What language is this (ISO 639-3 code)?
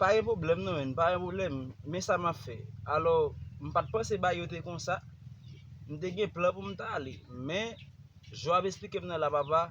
hat